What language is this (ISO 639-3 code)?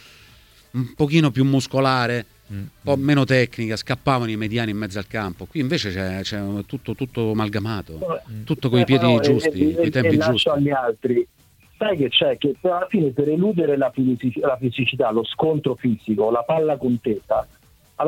ita